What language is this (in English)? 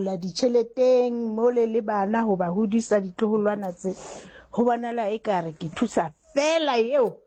Southern Sotho